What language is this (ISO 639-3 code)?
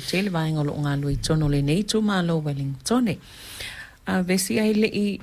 smo